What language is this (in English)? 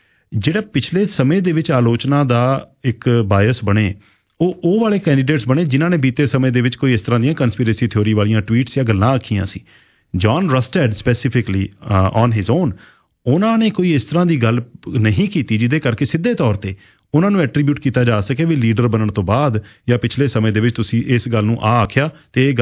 Punjabi